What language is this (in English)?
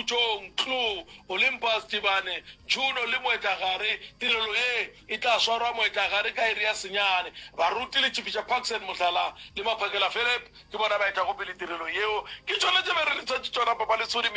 Northern Sotho